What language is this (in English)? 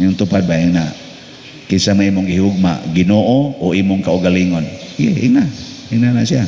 Cebuano